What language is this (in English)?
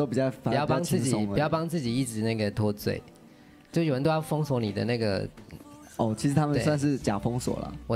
Chinese